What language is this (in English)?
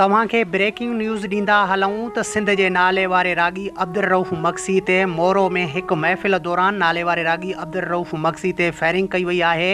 Sindhi